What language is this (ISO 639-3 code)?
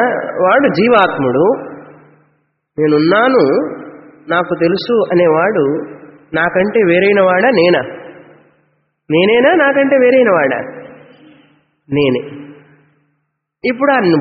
tel